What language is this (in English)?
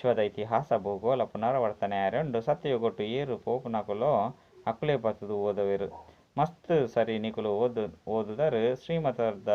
Tulu